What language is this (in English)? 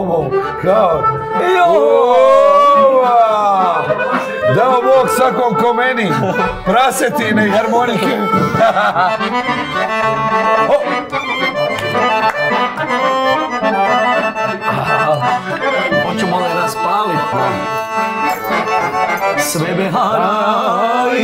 Croatian